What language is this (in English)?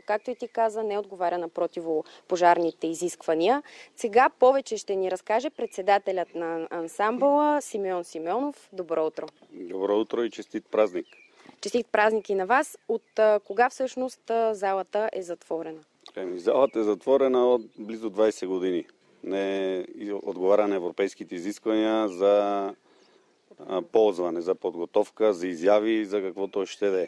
Bulgarian